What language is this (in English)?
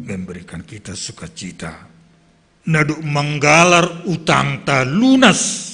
Batak Simalungun